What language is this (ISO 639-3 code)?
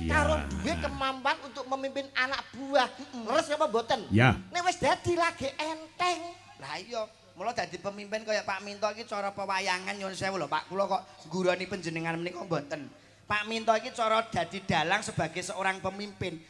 jav